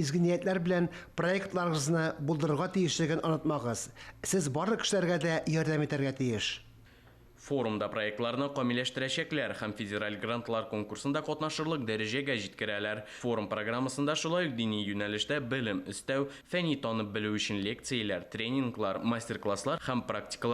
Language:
Tatar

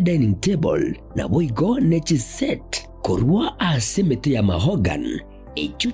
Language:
Gusii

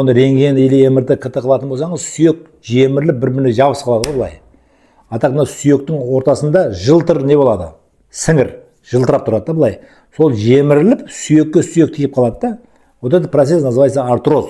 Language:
Kazakh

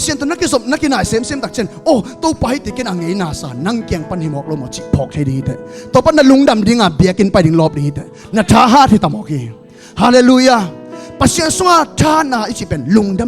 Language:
Tedim Chin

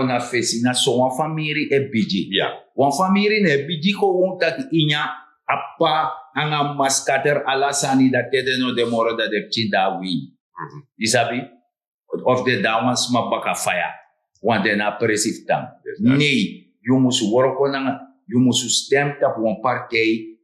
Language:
Sranan Tongo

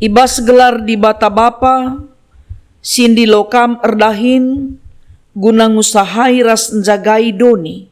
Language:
Batak Karo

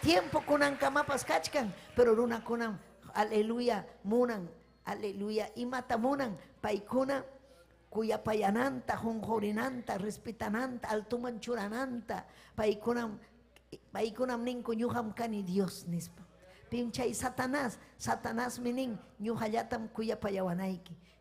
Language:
Ayacucho Quechua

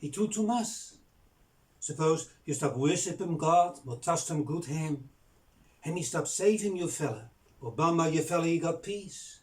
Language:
Bislama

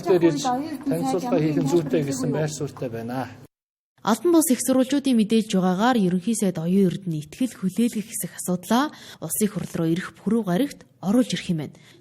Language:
Mongolian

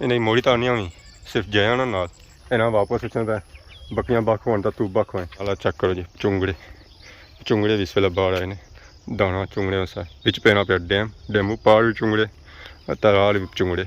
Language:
Pahari-Potwari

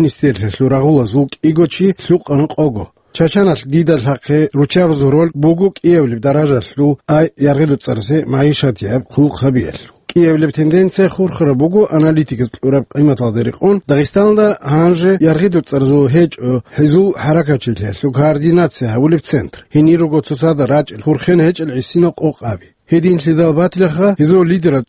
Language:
Avaric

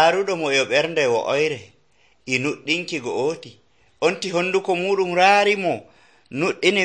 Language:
Nigerian Fulfulde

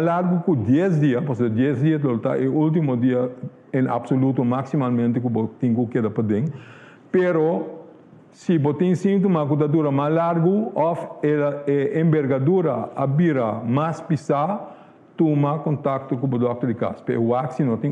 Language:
Papiamento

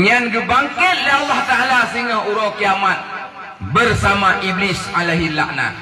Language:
Achinese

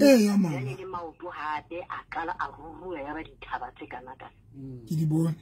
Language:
Southern Sotho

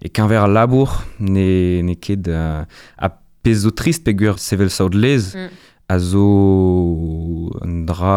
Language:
Breton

